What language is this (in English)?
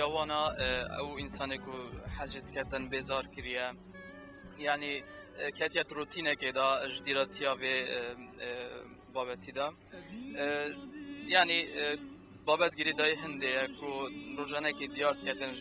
Kurdish